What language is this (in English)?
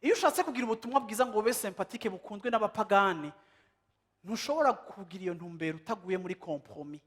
Rundi